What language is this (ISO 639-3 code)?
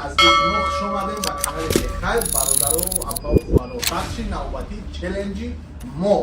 tgk